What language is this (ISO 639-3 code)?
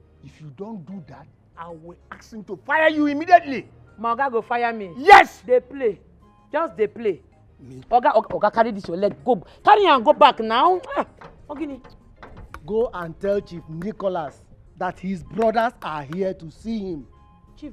pcm